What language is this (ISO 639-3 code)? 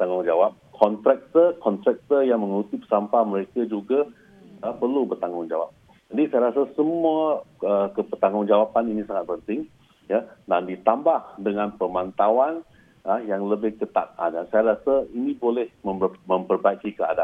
msa